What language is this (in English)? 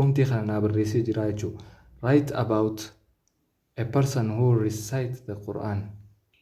Oromo